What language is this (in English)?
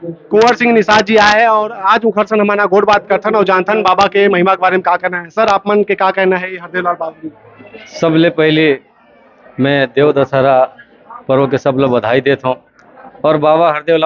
Chhattisgarhi